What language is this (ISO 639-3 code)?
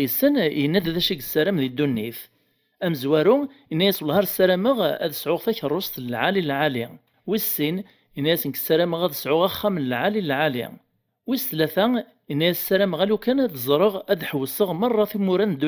kab